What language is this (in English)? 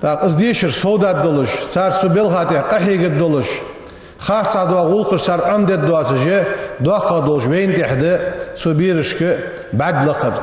Ingush